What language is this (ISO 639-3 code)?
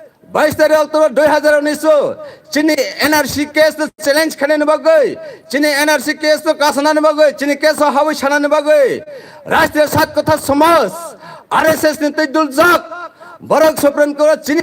trp